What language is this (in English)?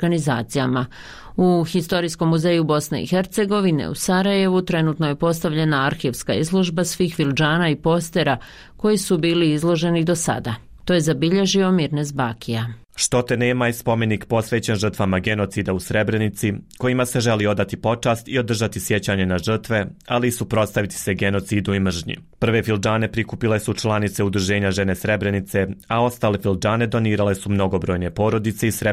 Bosnian